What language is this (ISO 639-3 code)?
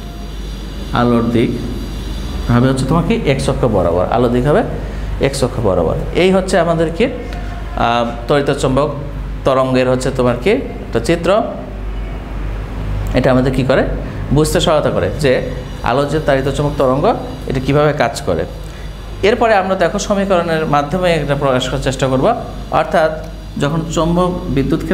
ben